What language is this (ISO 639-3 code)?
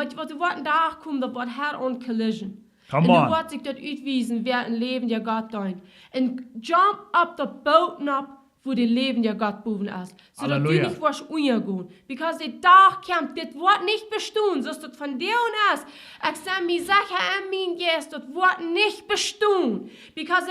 pdt